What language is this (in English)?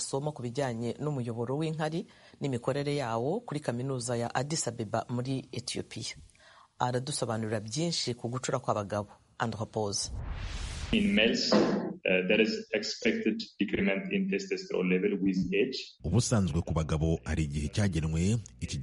Kinyarwanda